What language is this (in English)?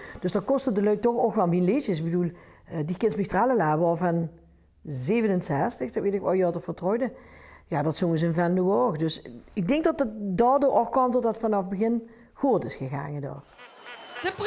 Limburgish